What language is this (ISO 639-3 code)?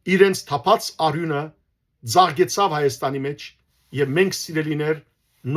hyw